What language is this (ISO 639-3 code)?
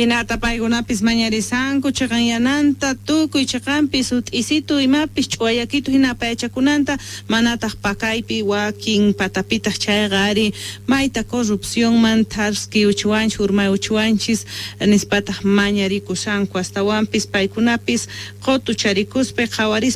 que